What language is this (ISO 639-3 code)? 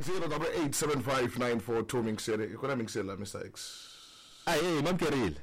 tso